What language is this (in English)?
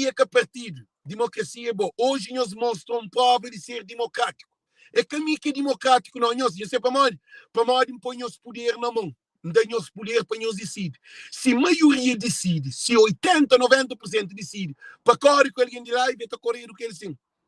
Kabuverdianu